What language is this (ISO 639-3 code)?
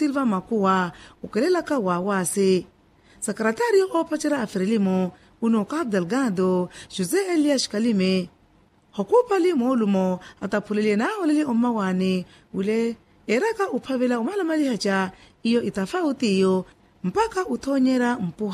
vmw